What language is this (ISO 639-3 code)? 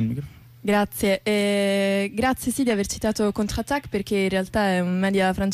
ita